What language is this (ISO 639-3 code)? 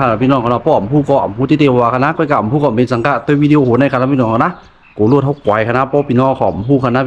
shn